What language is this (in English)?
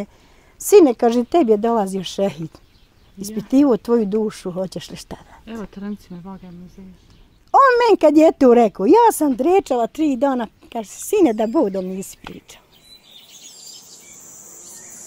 Bosnian